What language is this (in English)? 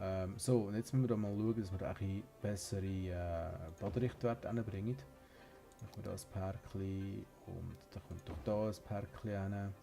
Swiss German